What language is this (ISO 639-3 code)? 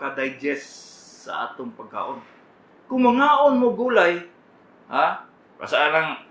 ceb